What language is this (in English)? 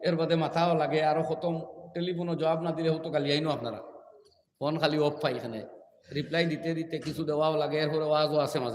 Sylheti